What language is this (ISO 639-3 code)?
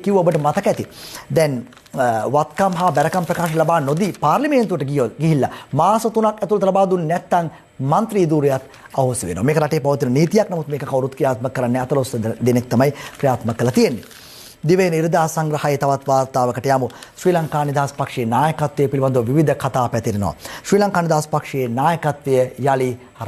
sin